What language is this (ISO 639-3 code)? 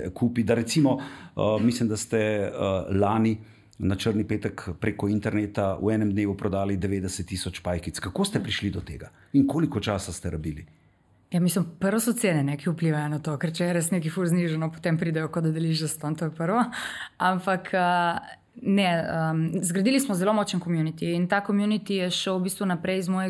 slv